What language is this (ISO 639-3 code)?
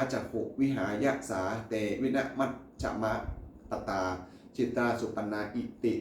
pli